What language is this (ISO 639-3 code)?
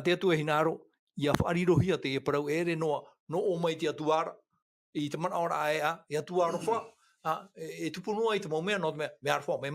tah